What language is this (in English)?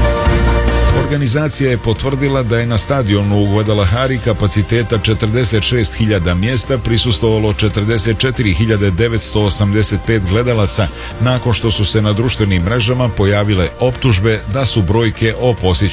Serbian